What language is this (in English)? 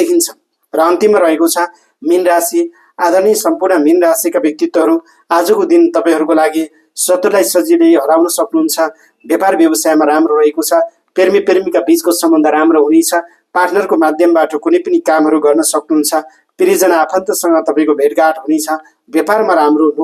Nepali